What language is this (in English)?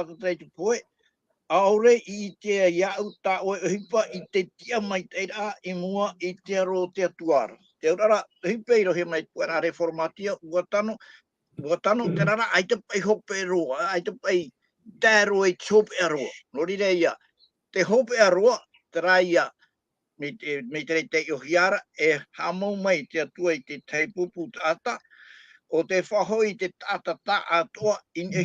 Tahitian